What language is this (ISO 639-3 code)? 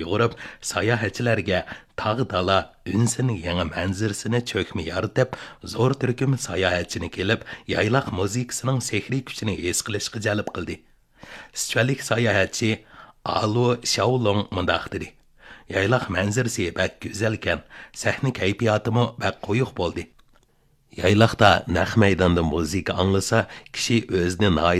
uig